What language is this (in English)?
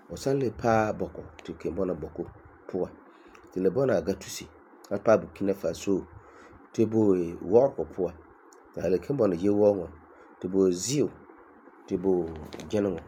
Frafra